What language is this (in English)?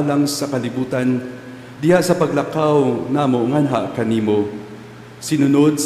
Cebuano